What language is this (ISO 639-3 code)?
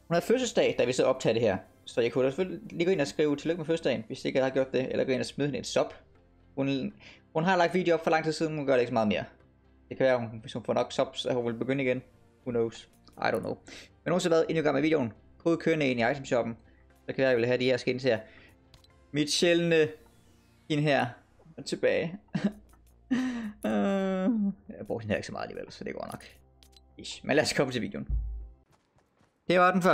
dan